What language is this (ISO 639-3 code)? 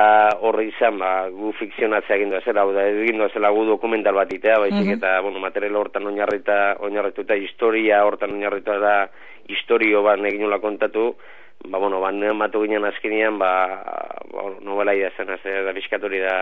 eus